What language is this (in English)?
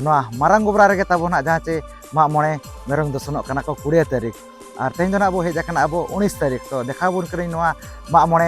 Santali